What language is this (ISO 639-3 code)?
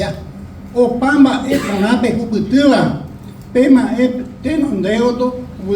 grn